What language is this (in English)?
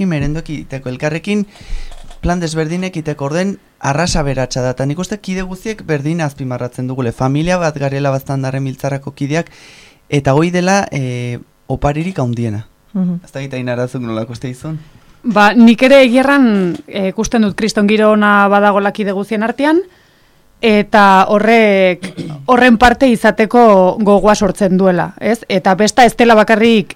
Basque